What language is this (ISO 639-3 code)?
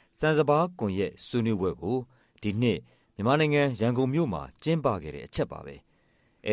mya